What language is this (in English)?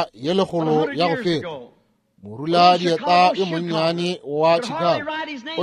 Northern Sotho